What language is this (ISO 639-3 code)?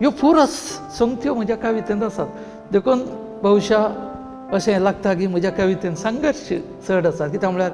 kok